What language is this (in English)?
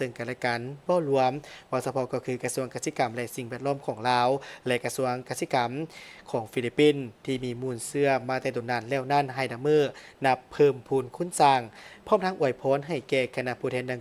Lao